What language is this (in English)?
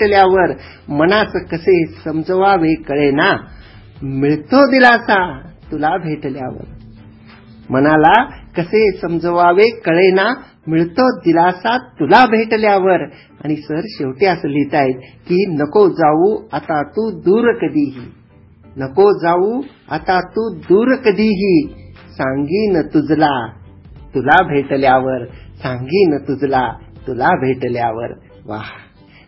Marathi